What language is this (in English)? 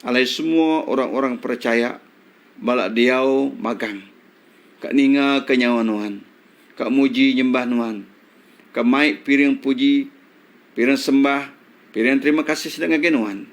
Iban